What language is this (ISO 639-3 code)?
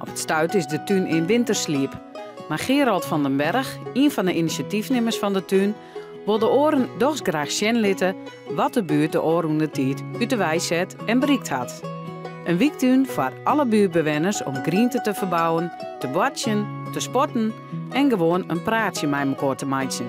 fry